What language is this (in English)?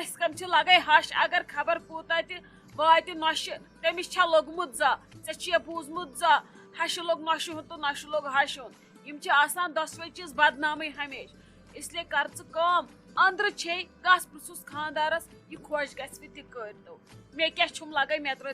Kashmiri